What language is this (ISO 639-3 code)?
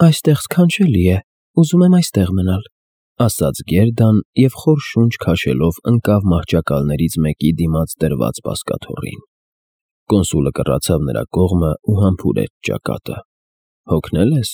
hye